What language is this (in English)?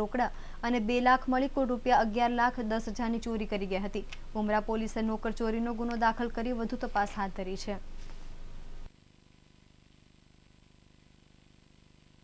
Gujarati